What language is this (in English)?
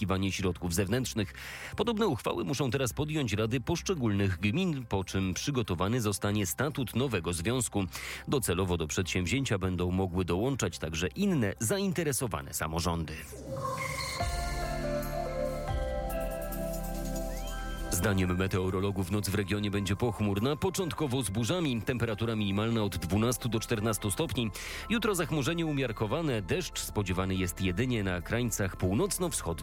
Polish